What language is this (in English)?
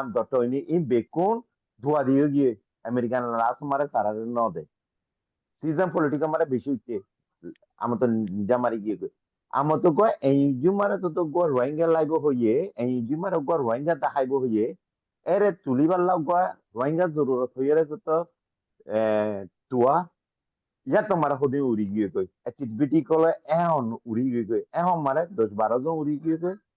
Rohingya